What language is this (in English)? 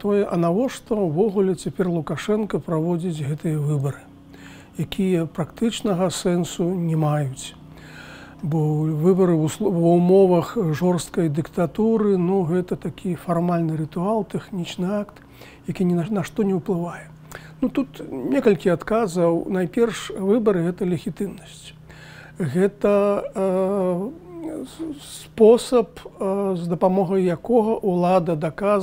Belarusian